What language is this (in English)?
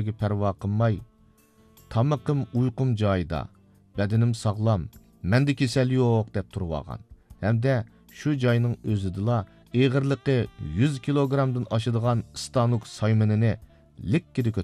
Uyghur